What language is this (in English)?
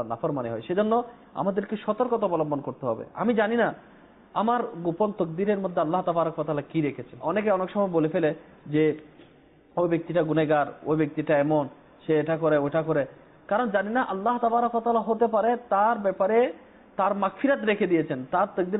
Bangla